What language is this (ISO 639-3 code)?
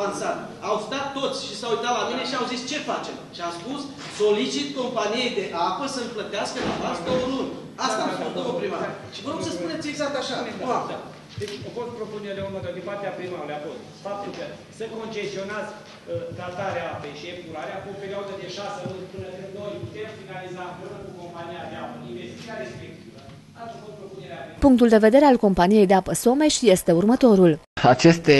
ron